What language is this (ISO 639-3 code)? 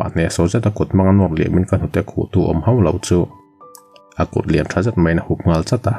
lus